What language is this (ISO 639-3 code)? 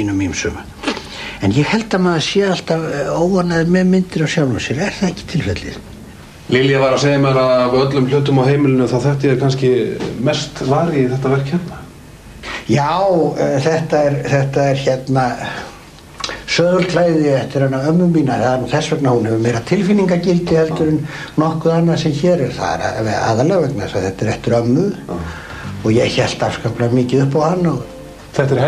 isl